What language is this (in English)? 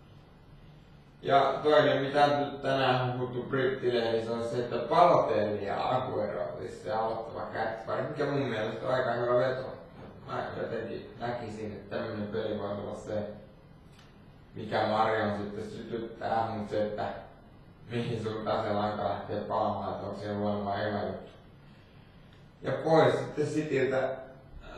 Finnish